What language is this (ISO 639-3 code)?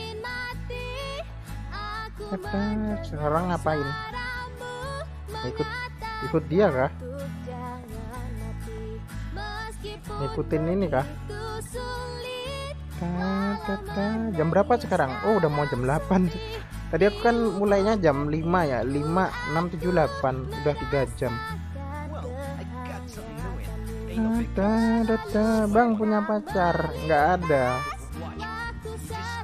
ind